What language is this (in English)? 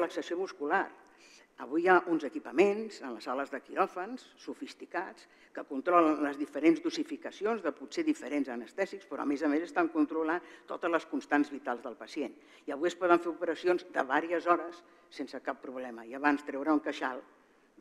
Catalan